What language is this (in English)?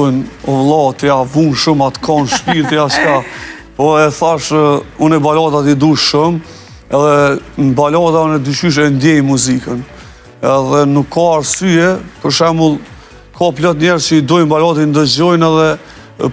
Albanian